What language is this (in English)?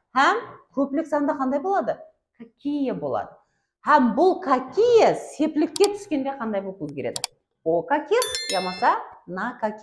Kara-Kalpak